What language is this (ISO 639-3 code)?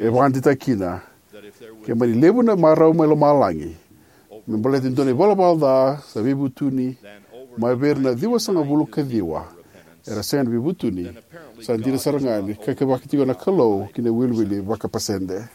fij